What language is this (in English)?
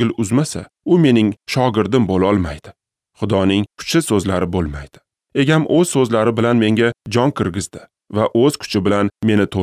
Uzbek